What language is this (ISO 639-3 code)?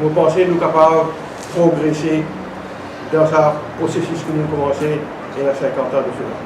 mfe